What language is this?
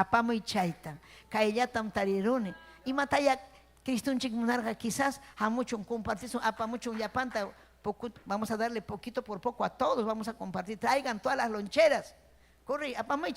Ayacucho Quechua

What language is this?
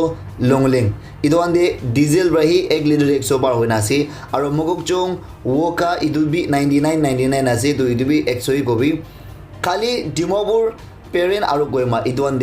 Naga Pidgin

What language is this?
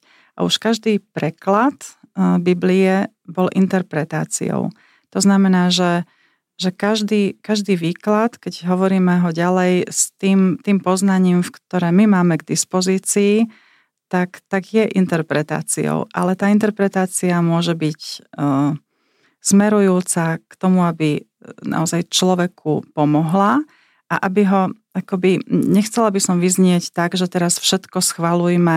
Slovak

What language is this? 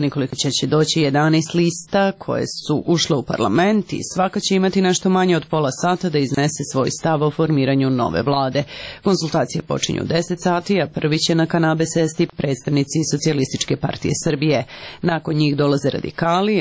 Serbian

